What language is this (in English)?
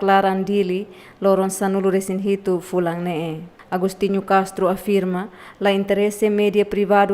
Tetum